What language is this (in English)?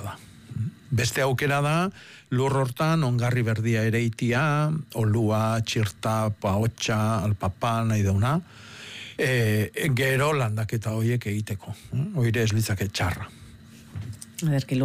Basque